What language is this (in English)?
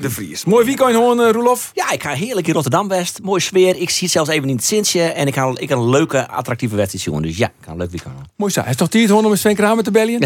Western Frisian